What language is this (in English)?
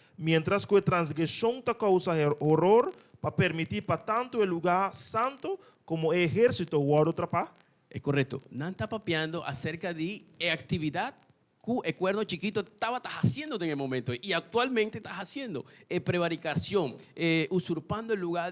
Papiamento